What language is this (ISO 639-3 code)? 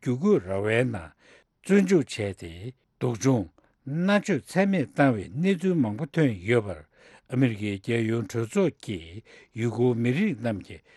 bod